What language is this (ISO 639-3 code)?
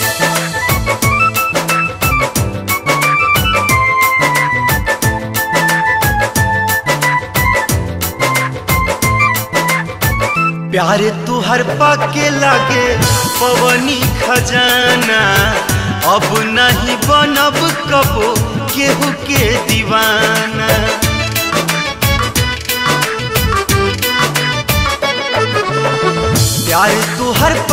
bho